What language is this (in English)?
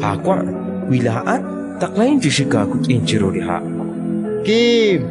Kekchí